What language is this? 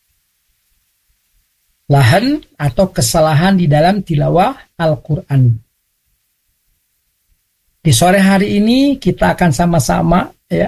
Indonesian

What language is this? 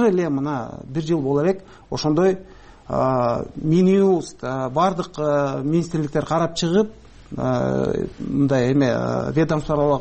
Kyrgyz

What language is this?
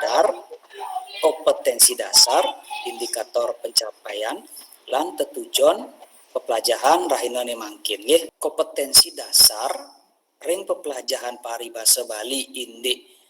Balinese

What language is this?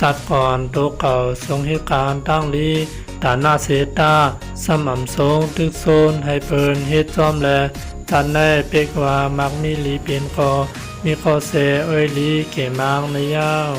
Shan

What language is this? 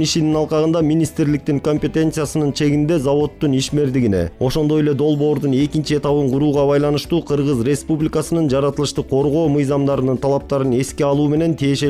Kyrgyz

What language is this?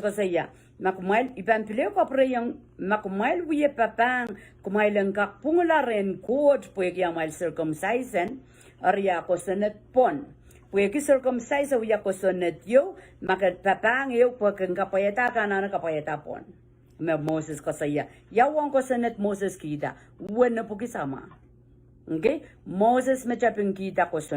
Pohnpeian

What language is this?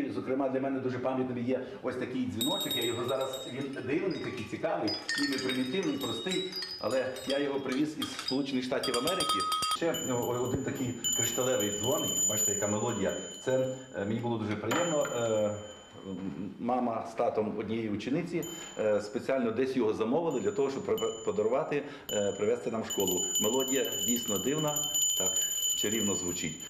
Ukrainian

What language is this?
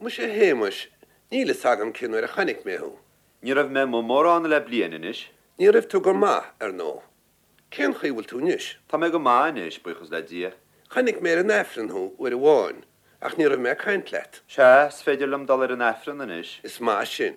Irish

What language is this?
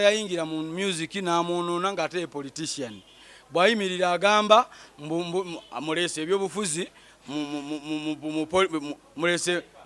Ganda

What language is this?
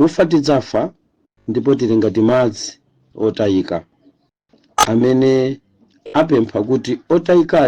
Nyanja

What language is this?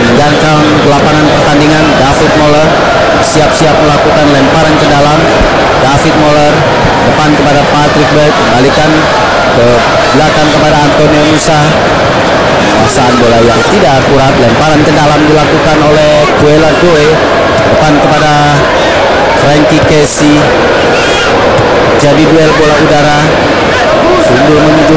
Indonesian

